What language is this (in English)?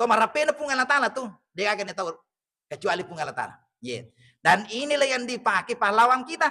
Buginese